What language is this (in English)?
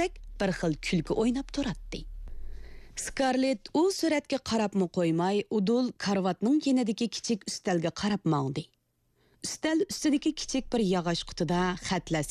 Uyghur